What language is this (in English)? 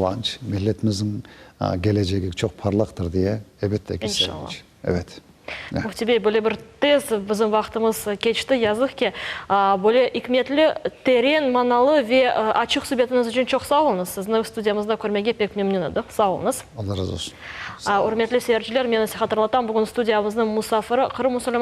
Crimean Tatar